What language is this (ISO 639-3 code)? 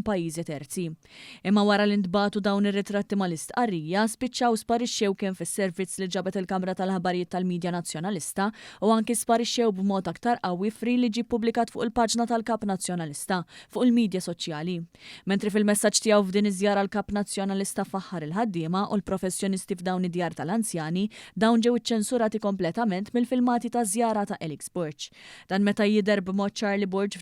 mlt